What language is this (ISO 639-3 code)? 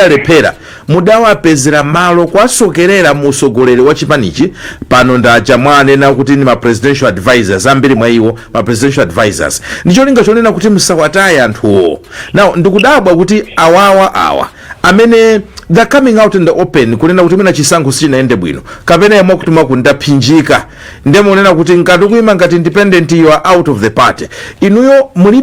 nya